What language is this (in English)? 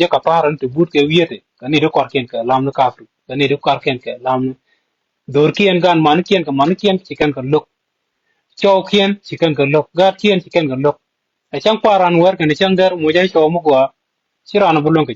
Nuer